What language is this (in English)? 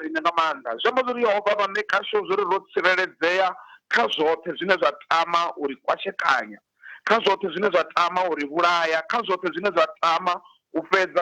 Venda